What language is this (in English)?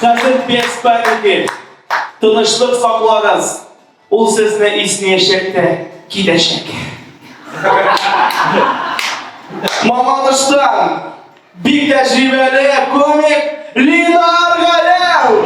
Tatar